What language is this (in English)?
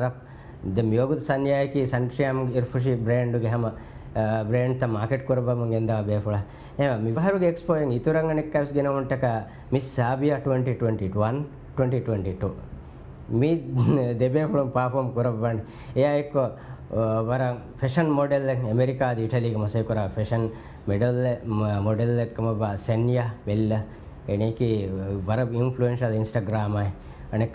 Divehi